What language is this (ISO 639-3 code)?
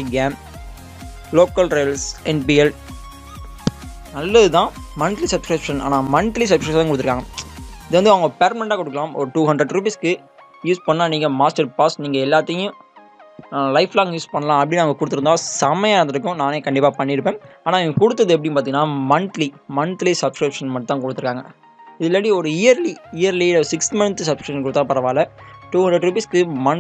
tam